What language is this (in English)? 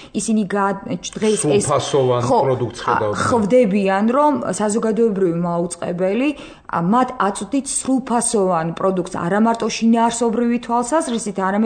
Georgian